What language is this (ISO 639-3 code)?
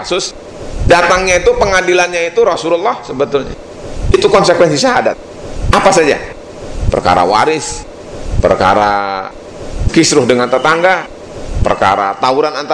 ind